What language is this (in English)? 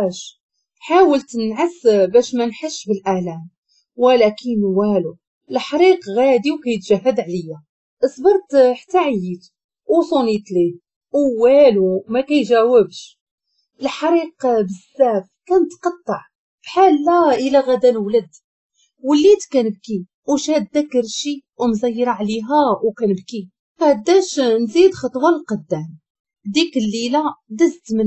Moroccan Arabic